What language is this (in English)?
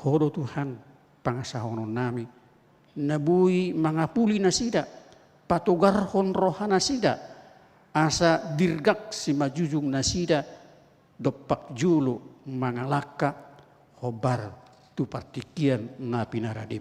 Batak Toba